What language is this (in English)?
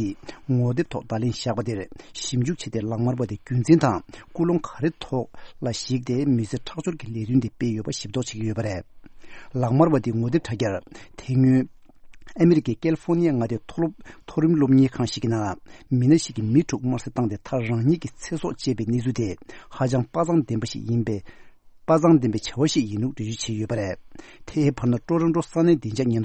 Tibetan